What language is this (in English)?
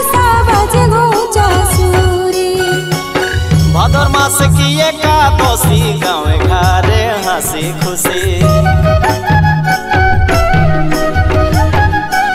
Bhojpuri